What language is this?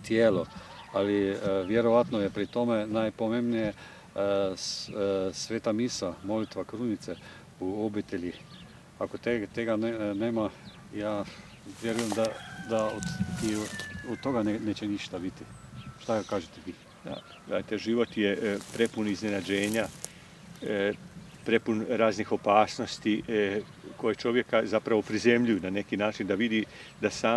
Croatian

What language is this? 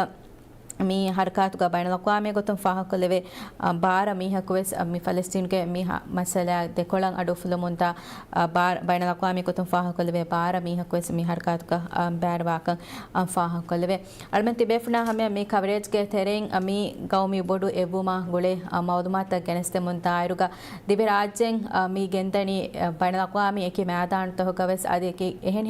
Divehi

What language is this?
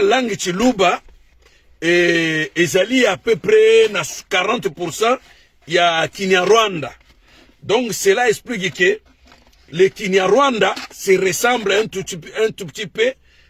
Lingala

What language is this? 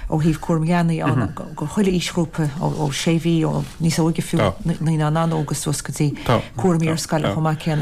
Irish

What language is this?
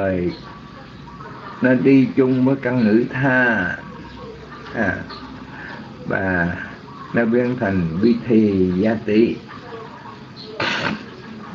Vietnamese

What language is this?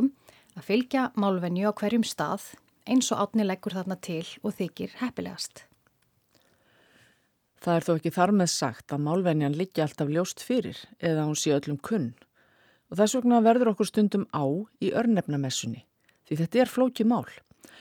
Icelandic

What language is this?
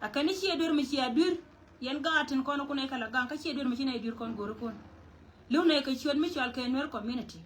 Nuer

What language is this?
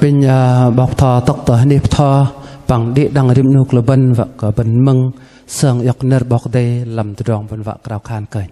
Bahnar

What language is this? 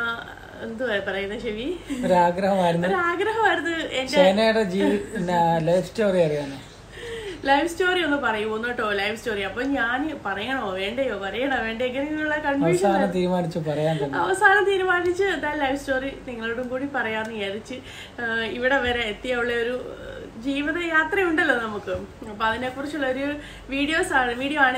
Malayalam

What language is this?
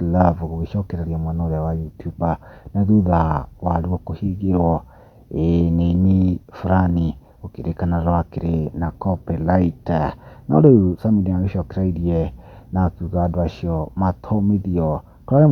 Kikuyu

